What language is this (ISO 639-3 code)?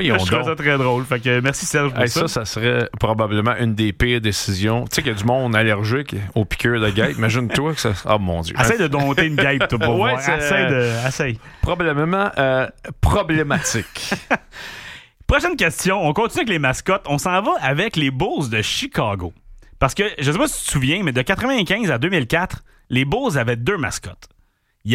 fra